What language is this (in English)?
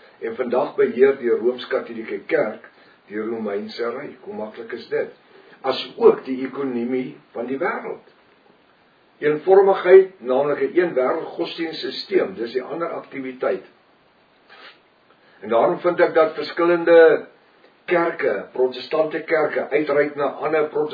Afrikaans